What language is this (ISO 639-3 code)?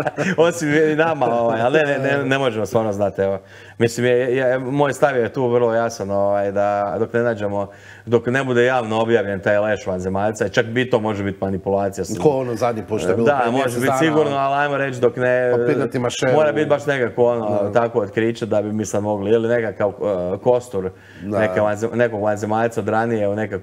hrv